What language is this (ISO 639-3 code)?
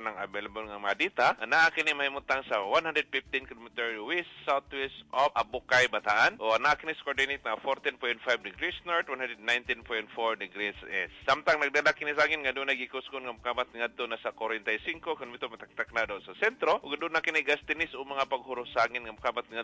ceb